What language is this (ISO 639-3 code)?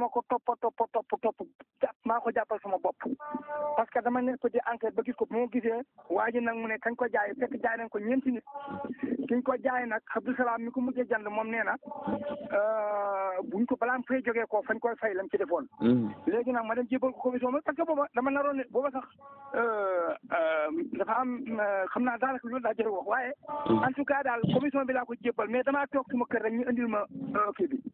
wol